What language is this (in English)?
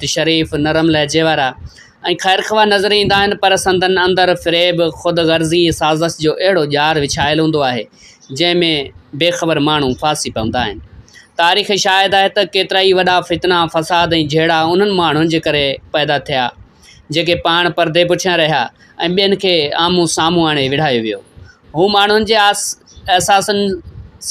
Sindhi